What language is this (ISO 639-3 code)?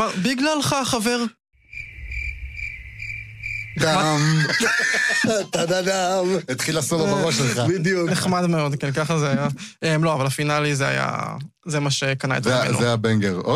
heb